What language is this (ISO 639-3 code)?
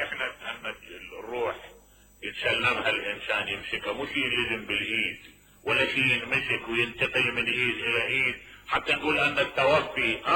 acm